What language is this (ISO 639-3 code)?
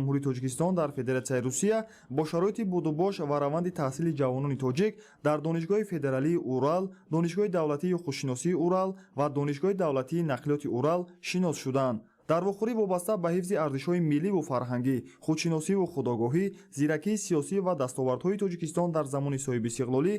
tgk